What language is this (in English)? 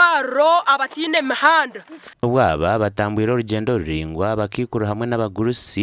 Nyankole